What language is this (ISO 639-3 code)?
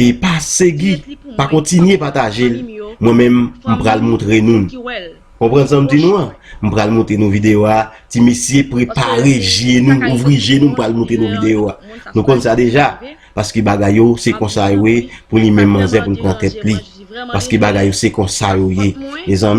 hat